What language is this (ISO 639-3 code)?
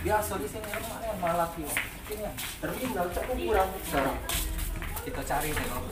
mui